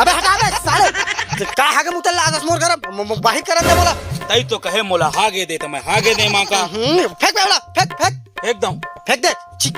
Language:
Chhattisgarhi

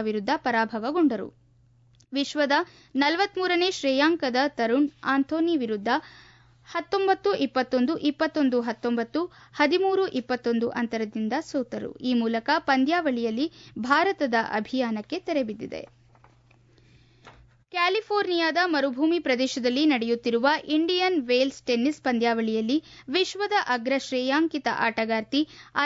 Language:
Kannada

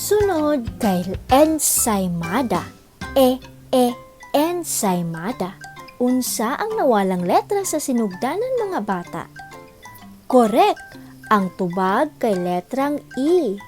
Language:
Cebuano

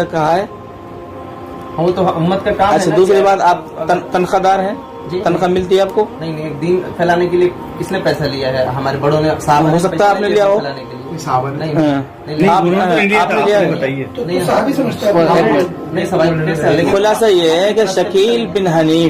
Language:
Kashmiri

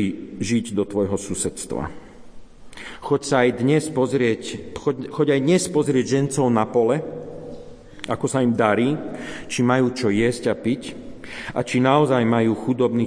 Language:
Slovak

